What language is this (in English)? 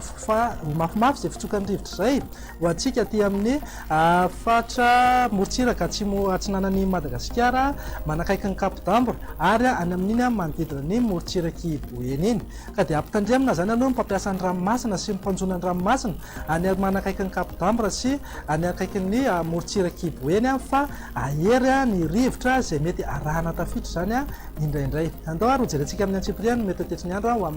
Malagasy